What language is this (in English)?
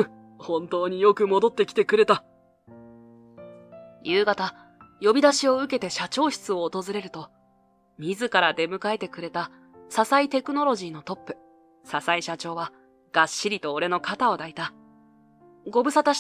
Japanese